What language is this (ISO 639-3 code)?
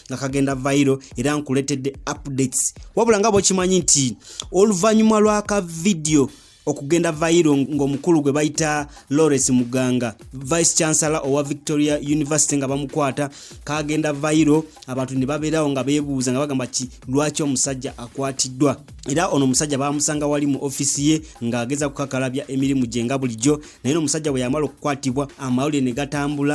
lug